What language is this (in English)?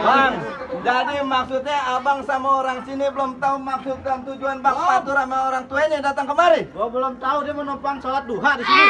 Betawi